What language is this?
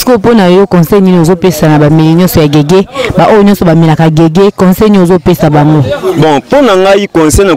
Lingala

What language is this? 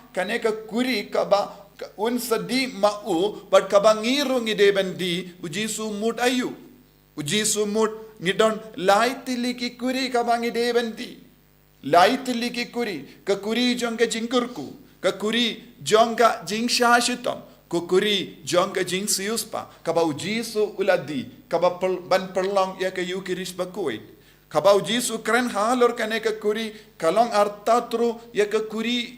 Khasi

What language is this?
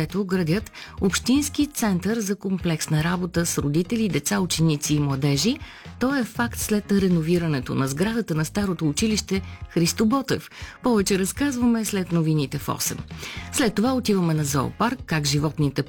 Bulgarian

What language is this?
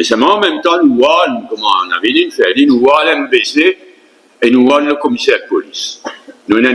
Morisyen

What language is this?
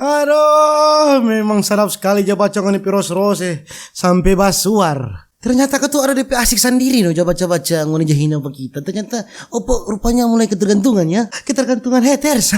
Manado Malay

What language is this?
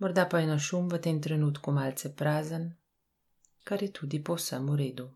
Slovenian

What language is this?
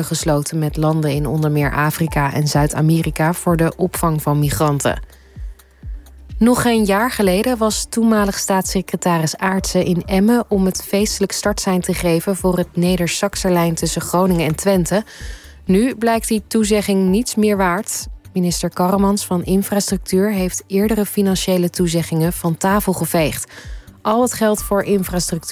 Dutch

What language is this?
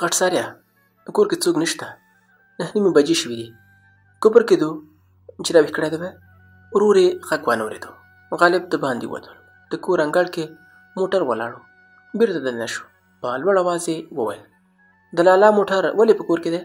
Pashto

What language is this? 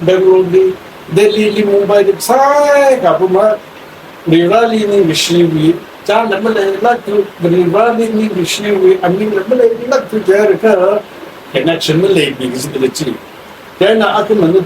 Tangkhul Naga (India)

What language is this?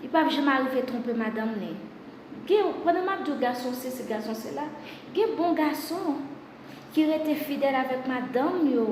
Haitian Creole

